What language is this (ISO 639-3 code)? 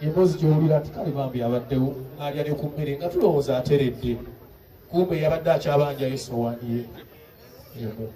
lug